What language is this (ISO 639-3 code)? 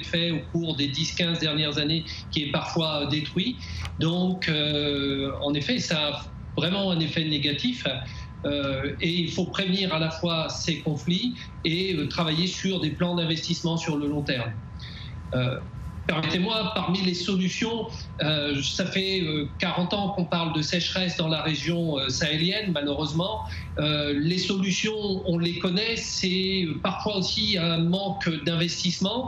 fra